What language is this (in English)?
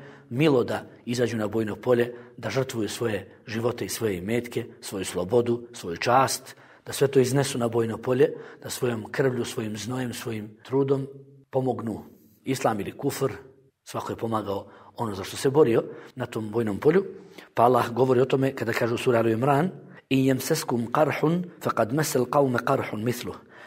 Bosnian